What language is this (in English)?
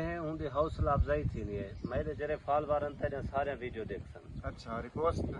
Saraiki